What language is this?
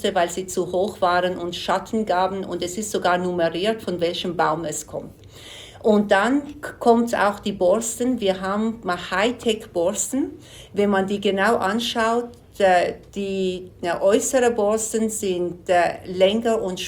German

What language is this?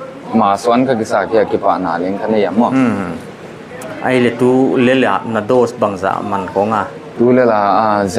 Paite Chin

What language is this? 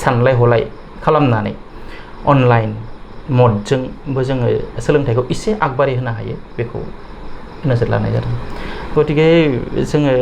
Bodo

